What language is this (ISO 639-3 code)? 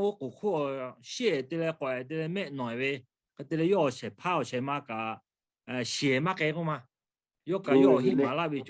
lhu